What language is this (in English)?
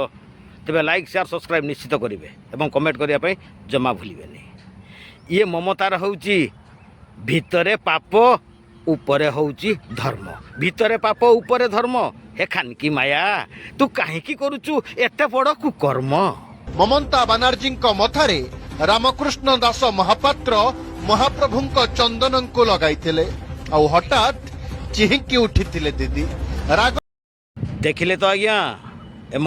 Odia